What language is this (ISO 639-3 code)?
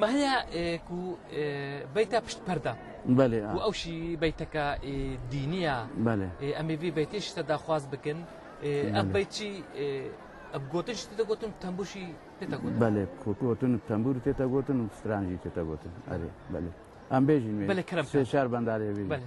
kur